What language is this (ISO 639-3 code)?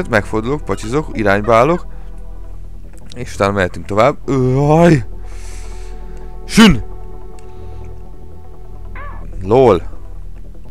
hun